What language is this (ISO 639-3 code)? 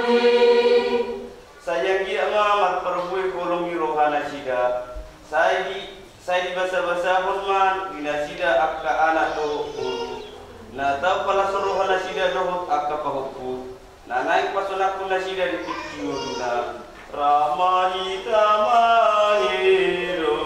bbc